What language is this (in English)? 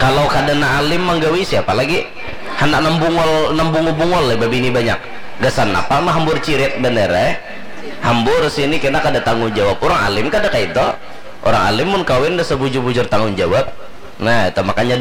Banjar